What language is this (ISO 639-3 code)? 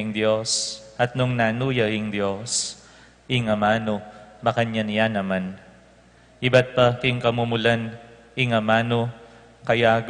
pam